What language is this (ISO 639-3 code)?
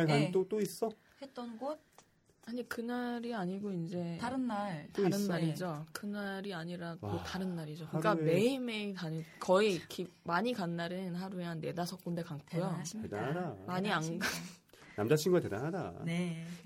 kor